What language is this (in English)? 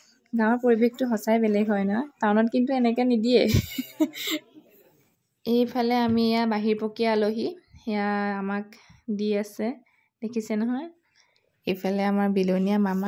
Assamese